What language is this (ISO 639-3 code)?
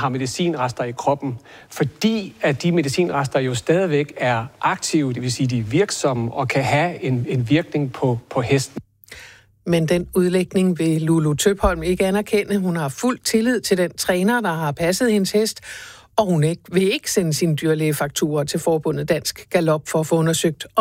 dan